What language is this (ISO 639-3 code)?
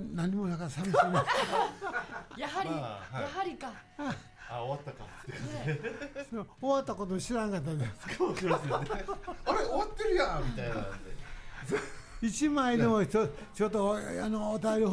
jpn